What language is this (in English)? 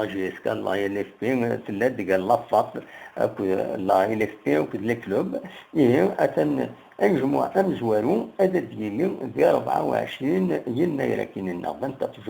Kabyle